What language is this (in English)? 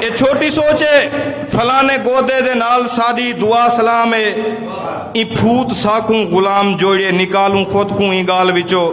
Saraiki